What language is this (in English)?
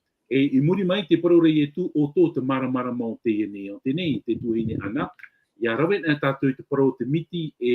Tahitian